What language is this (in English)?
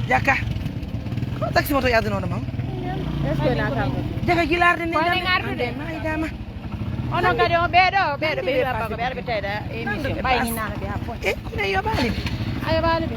Pular